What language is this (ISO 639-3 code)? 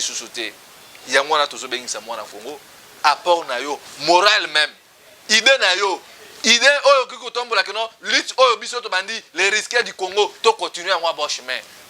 lin